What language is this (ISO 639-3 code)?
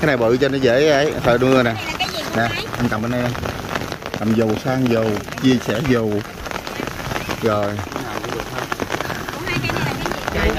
vie